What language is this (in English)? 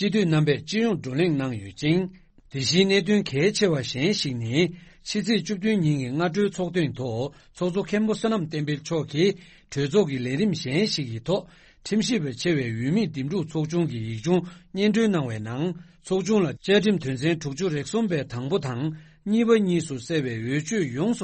Tibetan